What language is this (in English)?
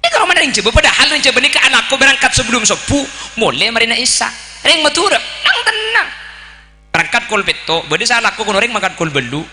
Madurese